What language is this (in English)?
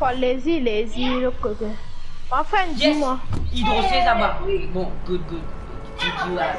Morisyen